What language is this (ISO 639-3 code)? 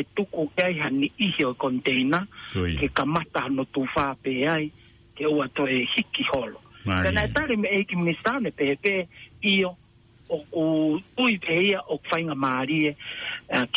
ton